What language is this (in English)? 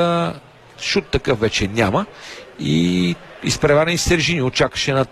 Bulgarian